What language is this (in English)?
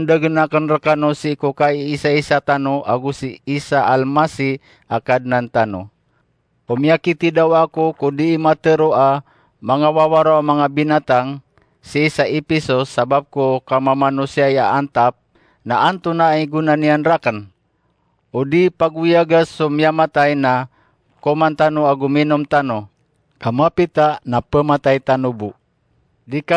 Maranao